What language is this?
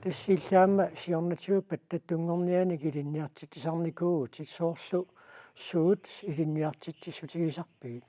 Kalaallisut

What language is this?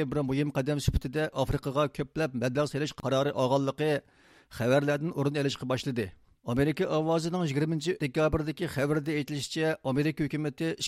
Uyghur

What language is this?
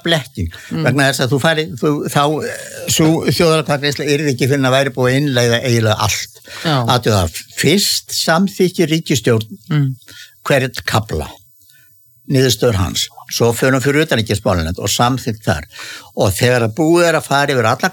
Icelandic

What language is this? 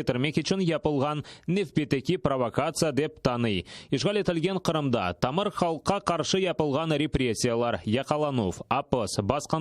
Crimean Tatar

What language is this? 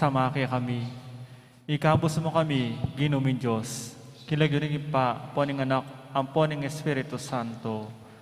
Pampanga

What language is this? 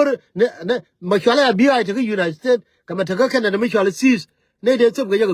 Nuer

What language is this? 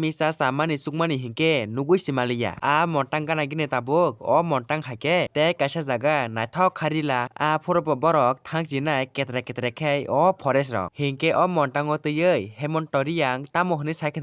Kok Borok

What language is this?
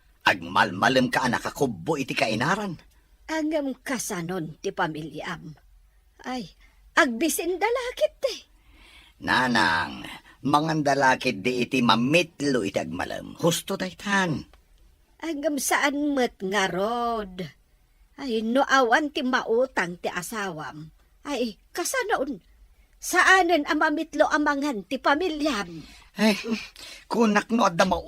Iloko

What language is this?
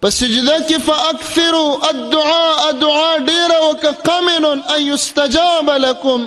Pashto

